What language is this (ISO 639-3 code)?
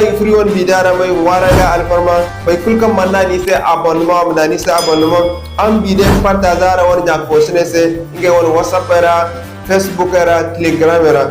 dje